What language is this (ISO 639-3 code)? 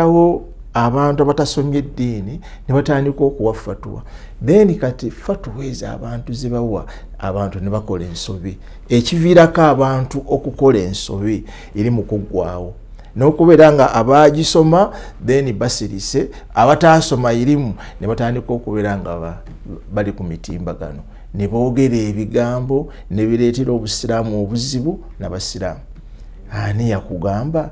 lug